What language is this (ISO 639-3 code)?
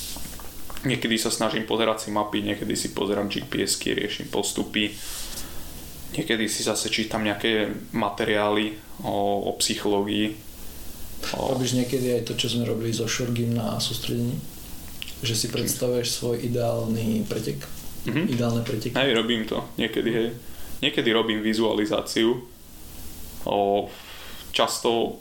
slk